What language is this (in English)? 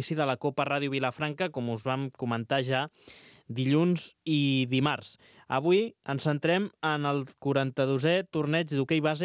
Catalan